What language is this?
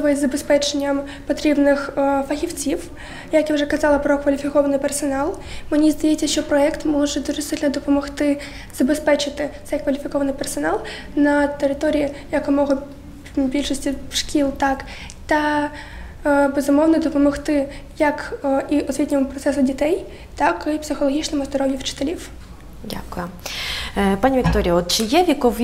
Ukrainian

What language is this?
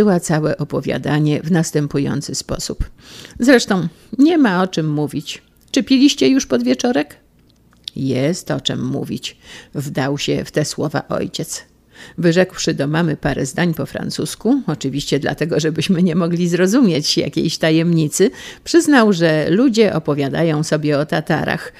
Polish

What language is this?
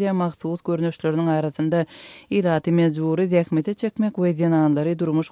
Turkmen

